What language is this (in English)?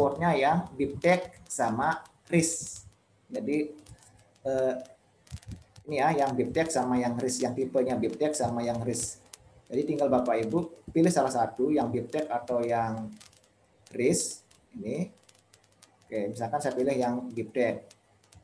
Indonesian